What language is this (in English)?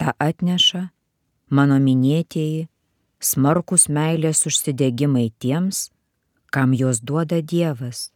Lithuanian